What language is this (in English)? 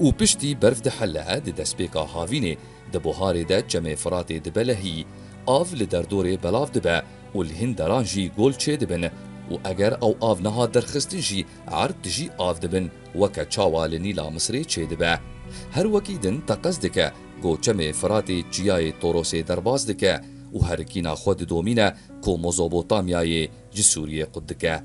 Kurdish